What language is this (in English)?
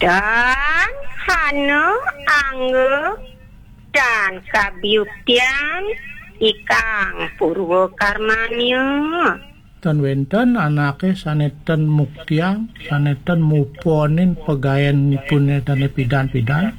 Balinese